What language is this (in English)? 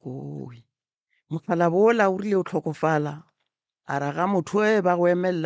Northern Sotho